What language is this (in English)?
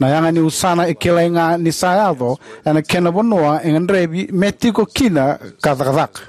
Fijian